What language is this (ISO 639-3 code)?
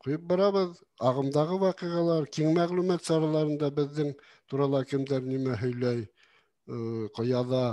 bak